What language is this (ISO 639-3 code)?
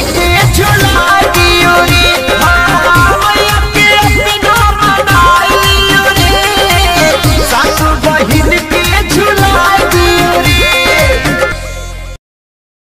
bho